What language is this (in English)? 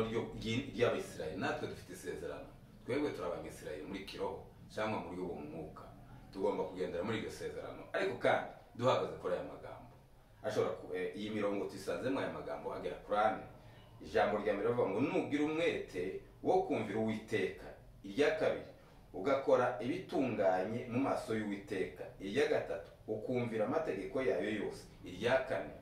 Kinyarwanda